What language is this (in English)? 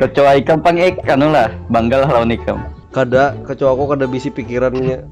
Banjar